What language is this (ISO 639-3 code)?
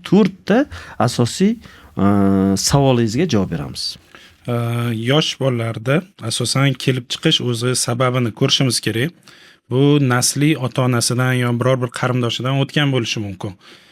uzb